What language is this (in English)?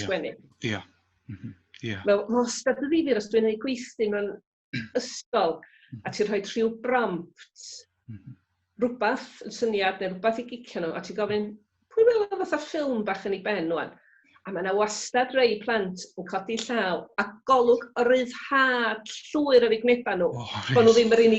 Welsh